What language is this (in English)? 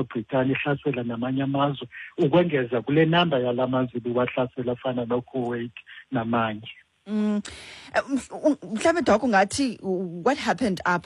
Xhosa